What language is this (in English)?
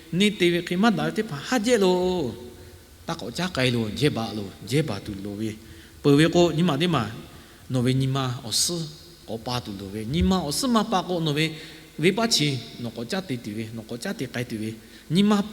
Lahu